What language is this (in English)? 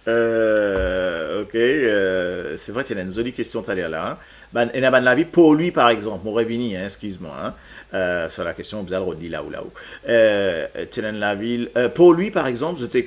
Morisyen